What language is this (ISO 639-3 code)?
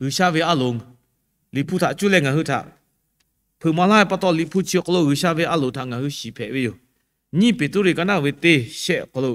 lhu